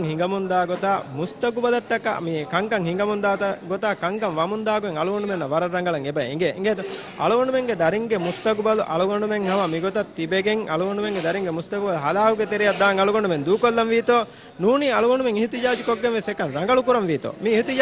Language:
Divehi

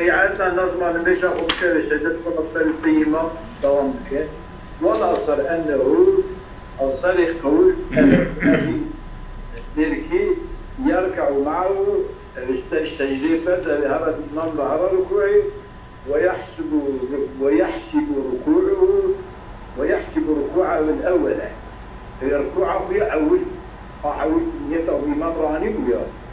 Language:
Arabic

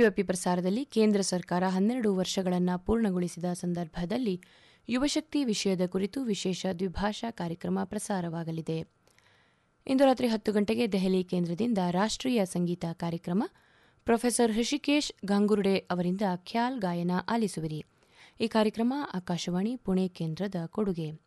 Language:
Kannada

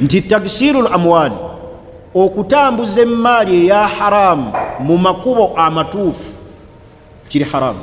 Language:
Ganda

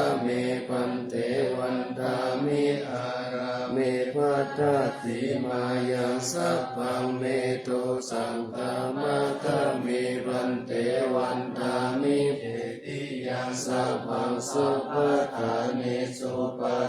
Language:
Pali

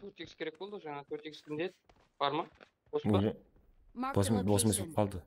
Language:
Kara-Kalpak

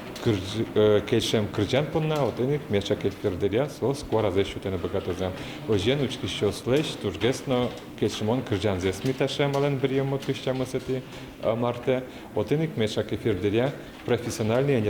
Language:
Udmurt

